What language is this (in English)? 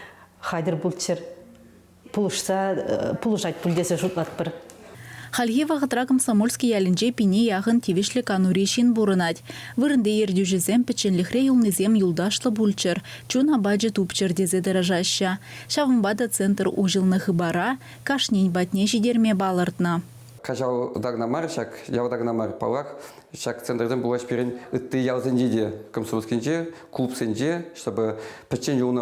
Chuvash